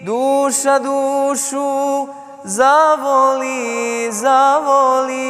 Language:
Bosnian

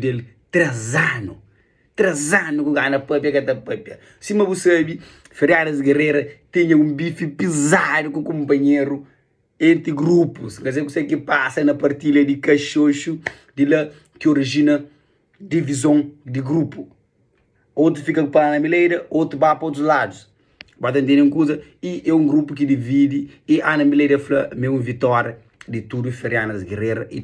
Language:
Kabuverdianu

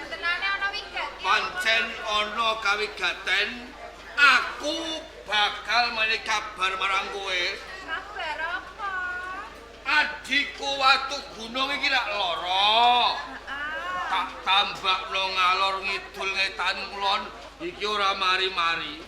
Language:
Javanese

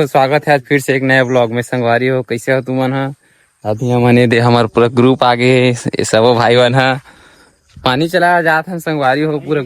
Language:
Chhattisgarhi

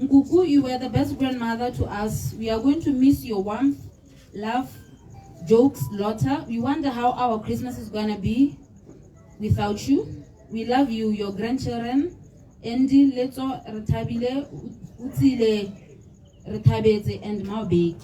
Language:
Tswana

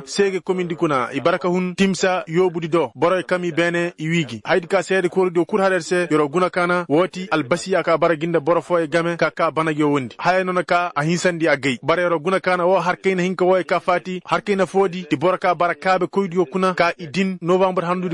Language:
Koyraboro Senni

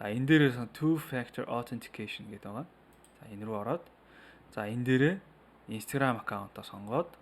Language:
Mongolian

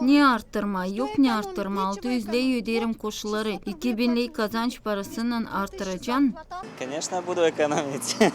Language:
Gagauz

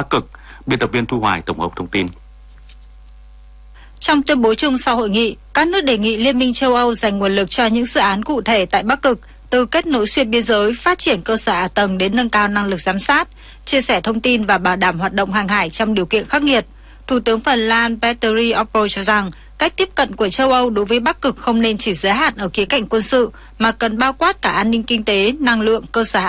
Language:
Vietnamese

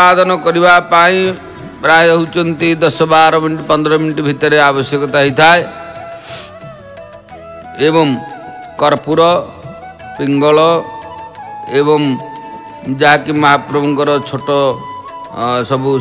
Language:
Odia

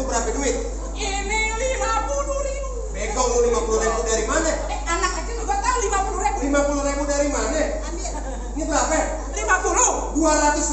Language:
Betawi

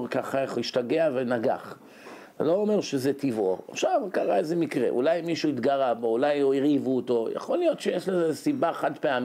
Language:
Hebrew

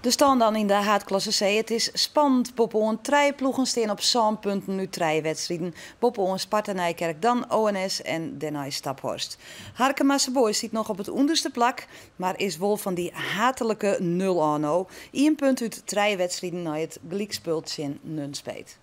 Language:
Western Frisian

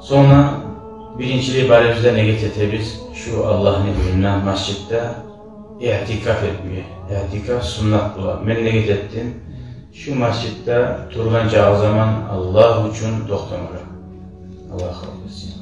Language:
Kumyk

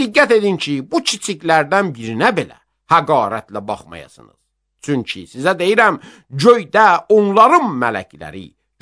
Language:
Azerbaijani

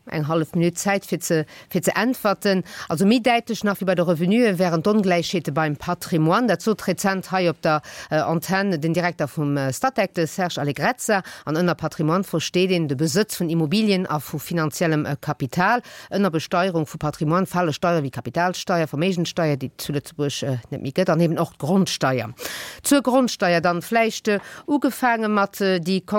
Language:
Luxembourgish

